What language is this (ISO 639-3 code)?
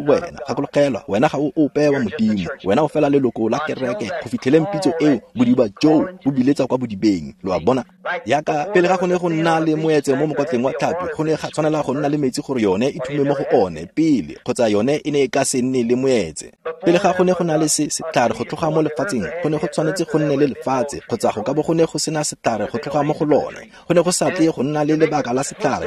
tsn